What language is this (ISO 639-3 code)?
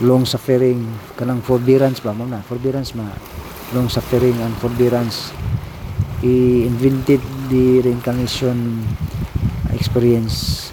ceb